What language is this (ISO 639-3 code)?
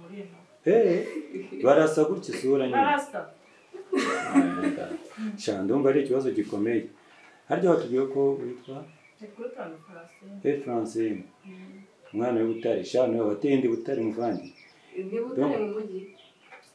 kin